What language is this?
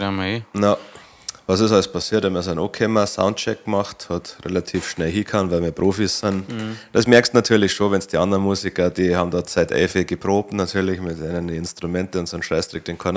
Bavarian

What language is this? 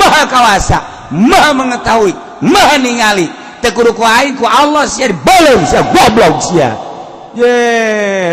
Sundanese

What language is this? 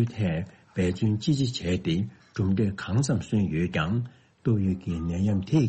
Tibetan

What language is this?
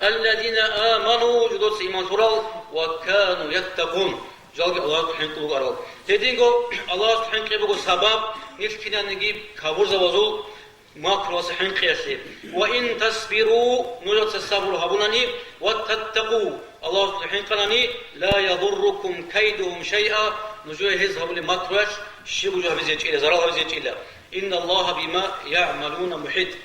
Avaric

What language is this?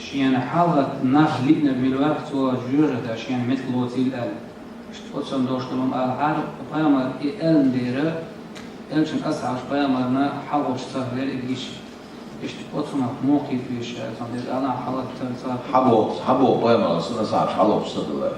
Chechen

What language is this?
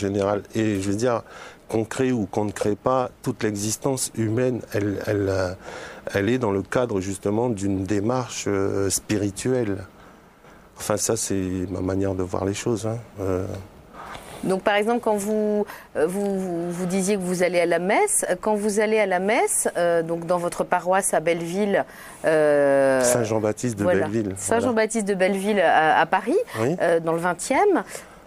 French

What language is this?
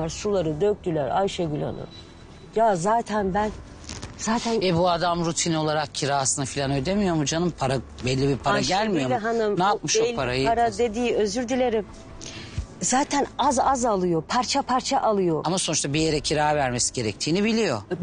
Turkish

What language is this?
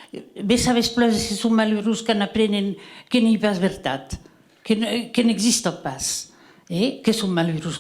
Occitan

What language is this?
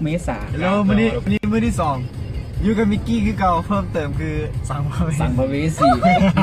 Lao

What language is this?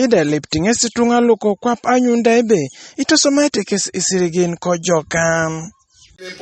Teso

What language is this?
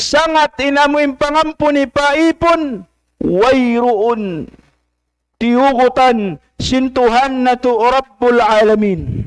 Tausug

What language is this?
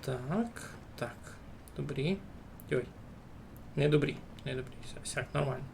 Rusyn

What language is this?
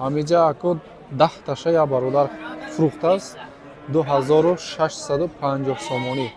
Tajik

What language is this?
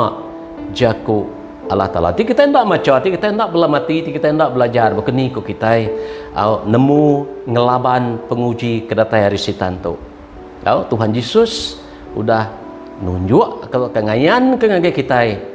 Iban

